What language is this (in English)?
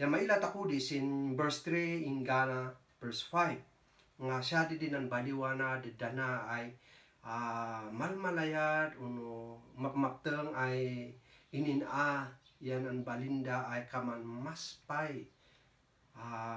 Kankanaey